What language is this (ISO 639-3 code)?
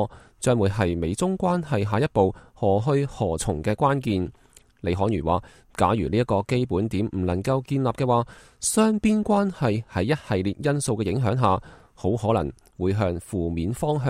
yue